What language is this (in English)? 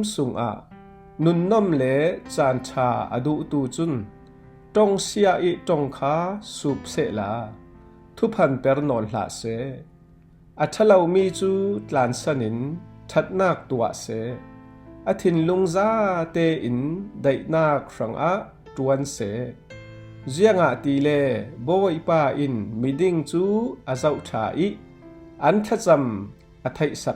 Falam Chin